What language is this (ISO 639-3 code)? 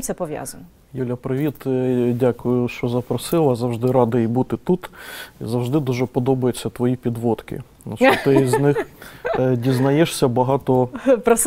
ukr